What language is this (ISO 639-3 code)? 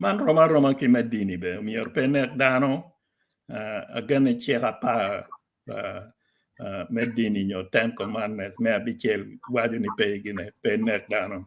ach